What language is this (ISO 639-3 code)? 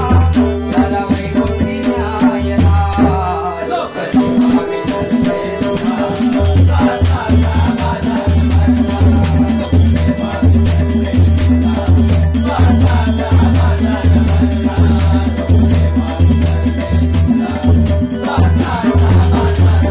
mar